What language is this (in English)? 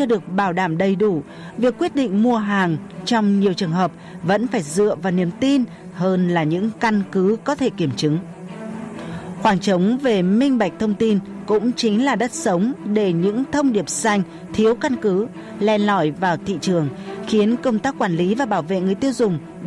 Vietnamese